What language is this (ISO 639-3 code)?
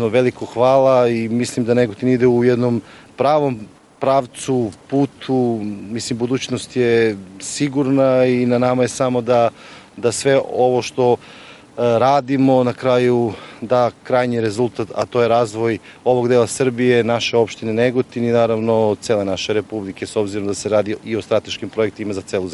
srp